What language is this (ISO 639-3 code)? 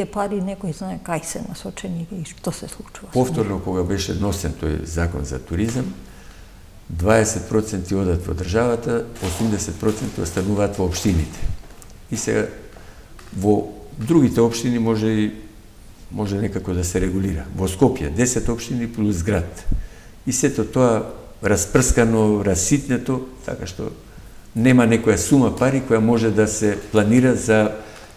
mkd